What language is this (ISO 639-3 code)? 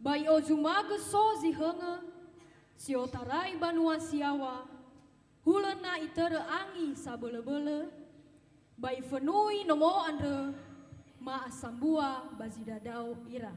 nia